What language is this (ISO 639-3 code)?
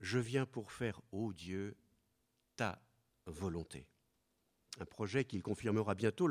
fra